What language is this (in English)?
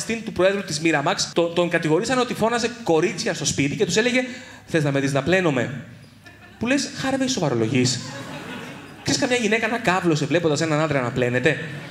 Greek